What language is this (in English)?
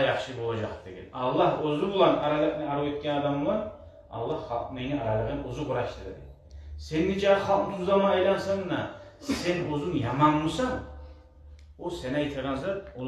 Kumyk